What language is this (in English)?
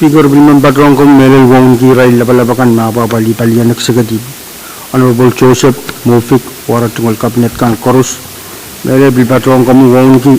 Pohnpeian